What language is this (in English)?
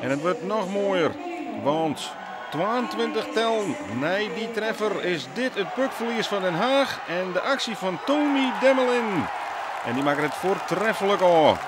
Western Frisian